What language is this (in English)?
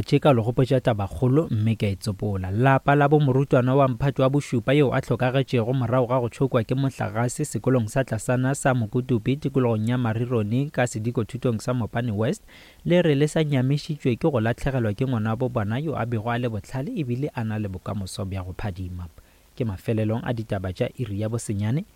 Northern Sotho